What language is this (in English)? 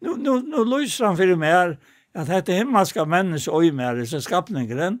Faroese